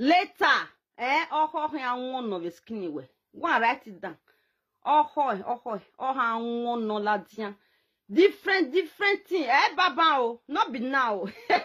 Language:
Nigerian Pidgin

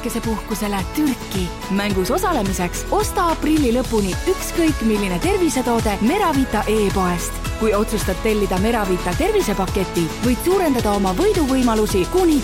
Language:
Estonian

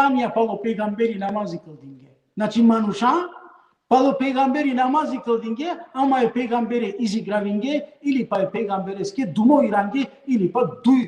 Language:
Balkan Romani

